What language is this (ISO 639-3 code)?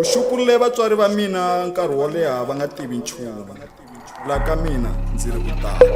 tso